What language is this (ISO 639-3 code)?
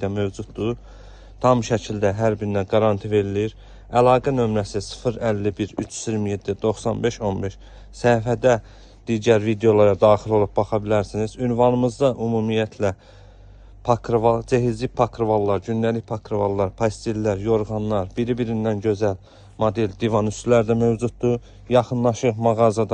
aze